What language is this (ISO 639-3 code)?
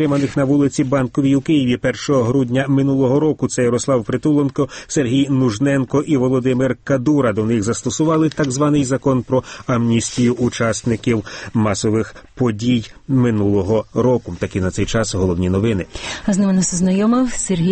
ukr